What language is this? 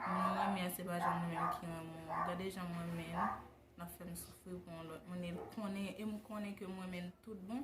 Haitian Creole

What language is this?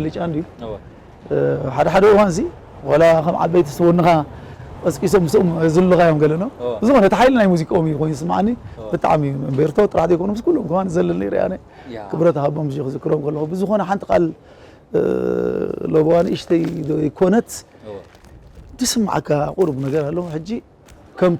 Tigrinya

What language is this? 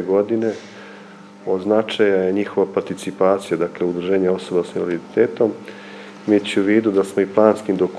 Serbian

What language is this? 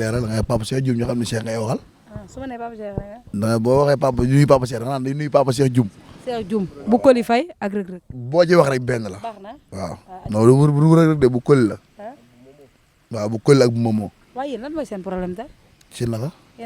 Wolof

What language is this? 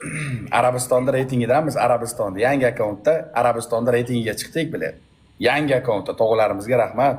Uzbek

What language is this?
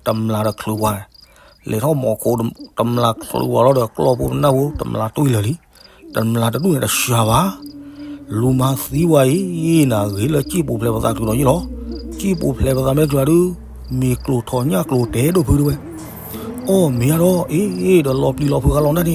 S'gaw Karen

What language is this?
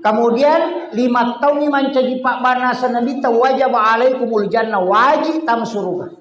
Buginese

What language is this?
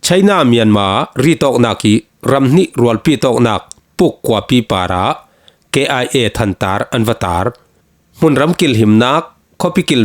Falam Chin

